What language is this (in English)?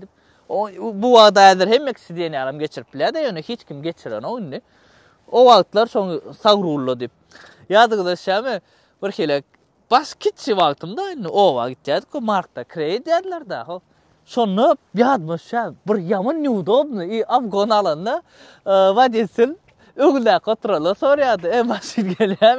Turkmen